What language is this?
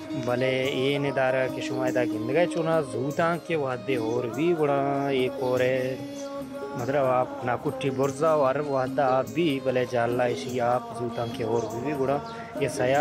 Baluchi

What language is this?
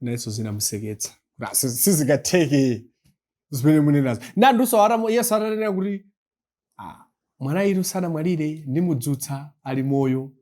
Nyanja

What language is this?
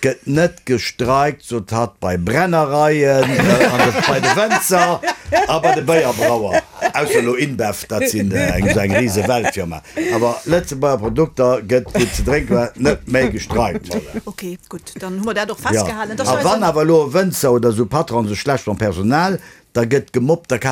Luxembourgish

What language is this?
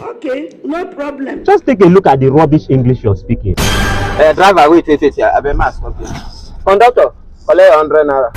Nigerian Pidgin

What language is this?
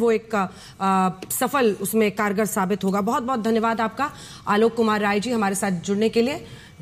Hindi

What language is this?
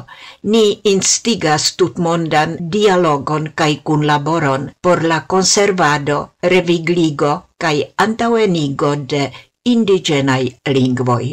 Esperanto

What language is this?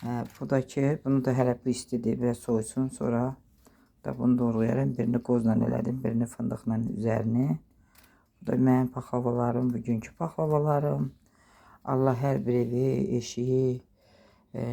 Azerbaijani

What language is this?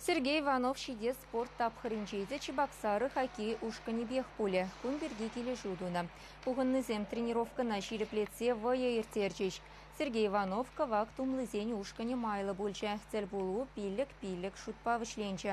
Chuvash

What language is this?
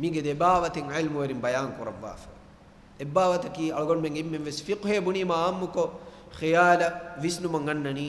Divehi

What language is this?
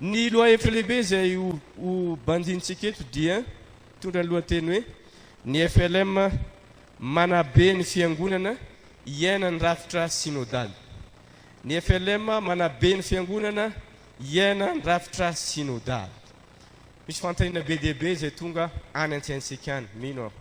Malagasy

